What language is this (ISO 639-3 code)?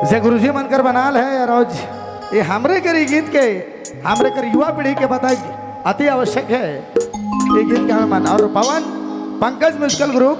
sck